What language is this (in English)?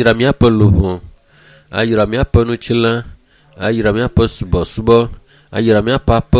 Ewe